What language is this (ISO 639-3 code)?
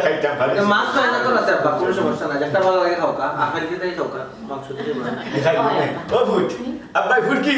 syl